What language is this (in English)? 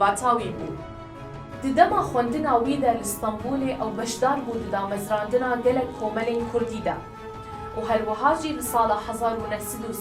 Kurdish